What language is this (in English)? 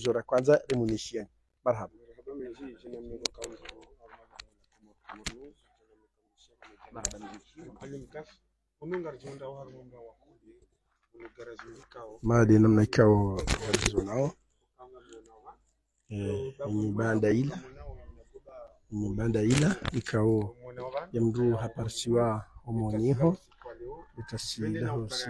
Swahili